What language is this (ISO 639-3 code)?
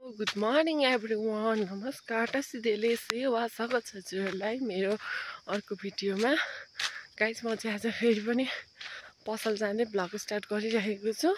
nep